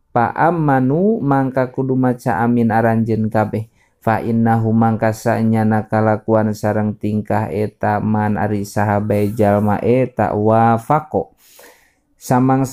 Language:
Sundanese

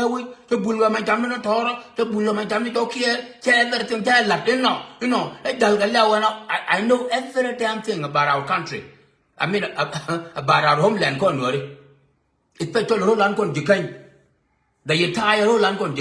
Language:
Nuer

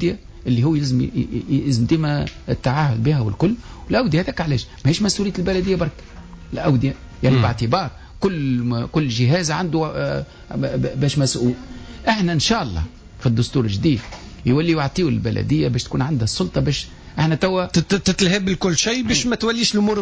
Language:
Tunisian Arabic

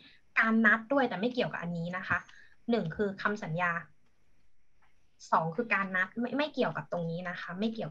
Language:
Thai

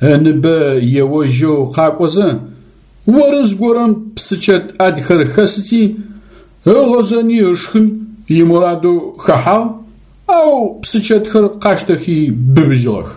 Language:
Adyghe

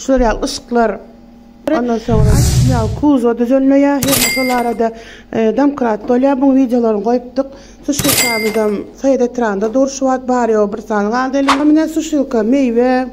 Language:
Turkmen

